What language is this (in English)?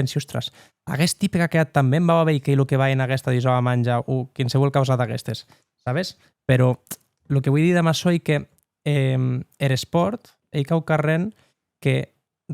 Occitan